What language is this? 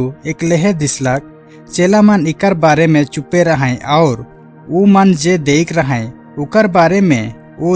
Sadri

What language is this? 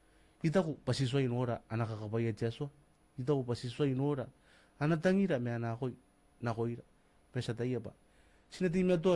Gilbertese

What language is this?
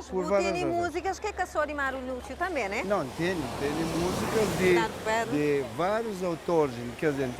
Kabuverdianu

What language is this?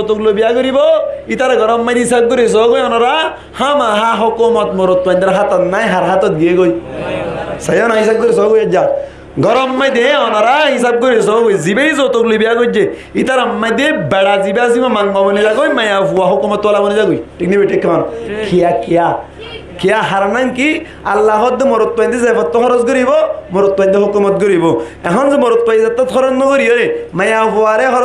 Rohingya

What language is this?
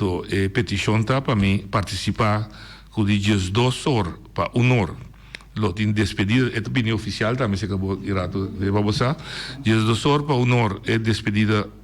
Papiamento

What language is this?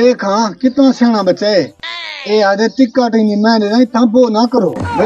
Saraiki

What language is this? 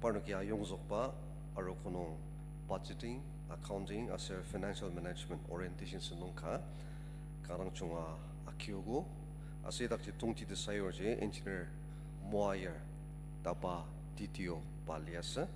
Ao Naga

